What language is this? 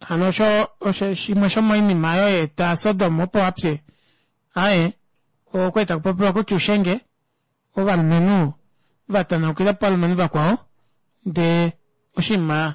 Kuanyama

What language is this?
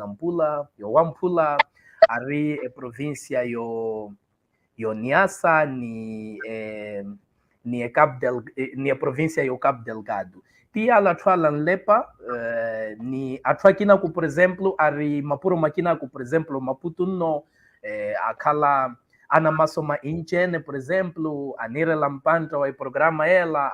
Makhuwa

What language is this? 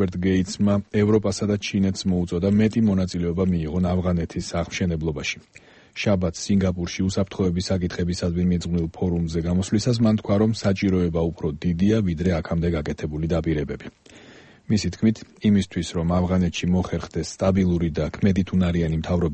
Georgian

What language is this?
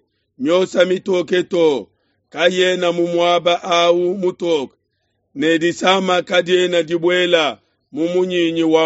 Luba-Lulua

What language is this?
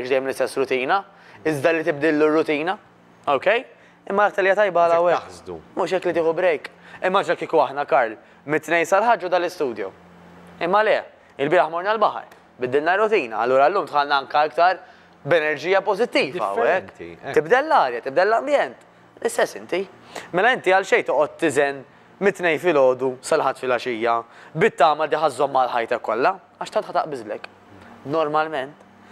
Maltese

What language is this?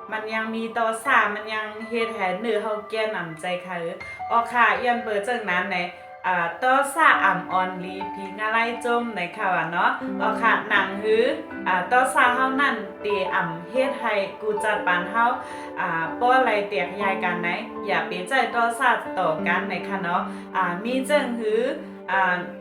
Shan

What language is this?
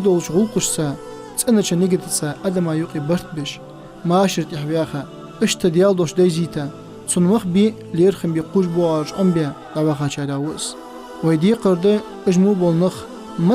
Ingush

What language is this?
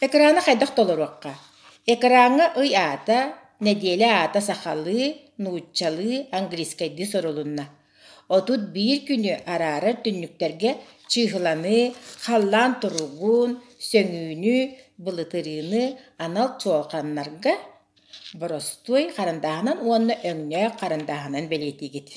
Yakut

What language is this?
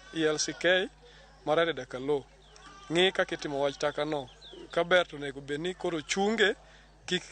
Luo (Kenya and Tanzania)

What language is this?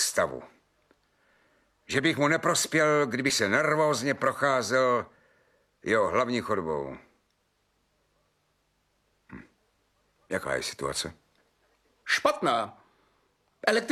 Czech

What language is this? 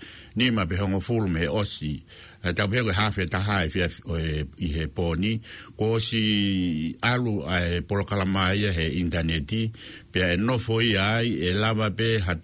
Tongan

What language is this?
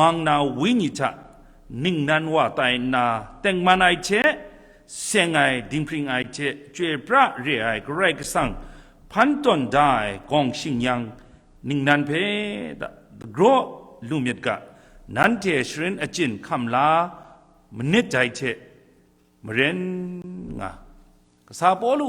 Kachin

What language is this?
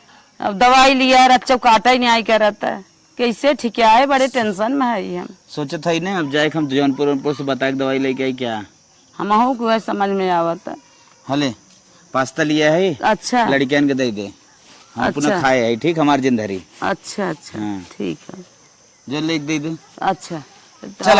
Awadhi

